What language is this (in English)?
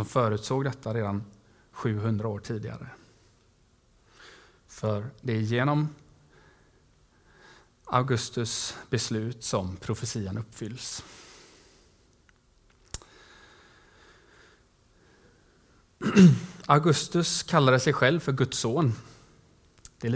Swedish